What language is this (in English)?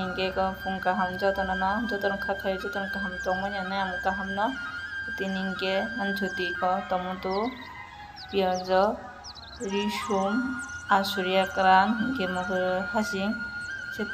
Kok Borok